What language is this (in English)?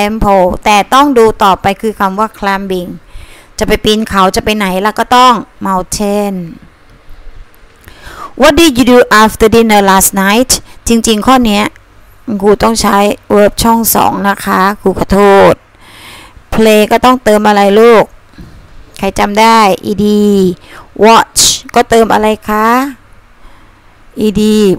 Thai